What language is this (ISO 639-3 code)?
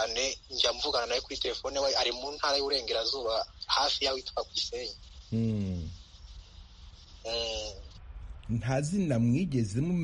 kin